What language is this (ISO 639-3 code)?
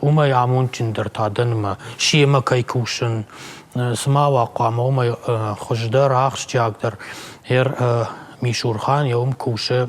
oss